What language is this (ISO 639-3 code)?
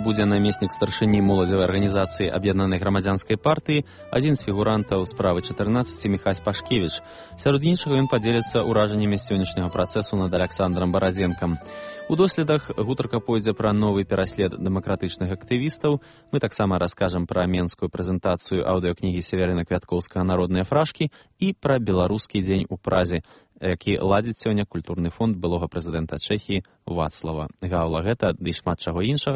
bel